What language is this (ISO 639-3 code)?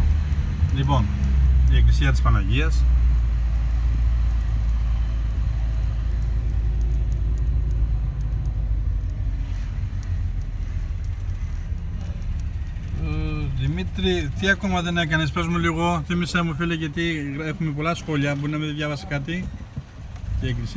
ell